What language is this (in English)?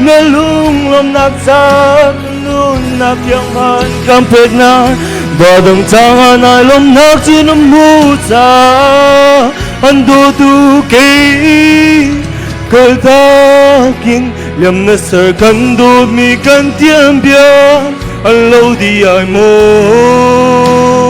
Hakha Chin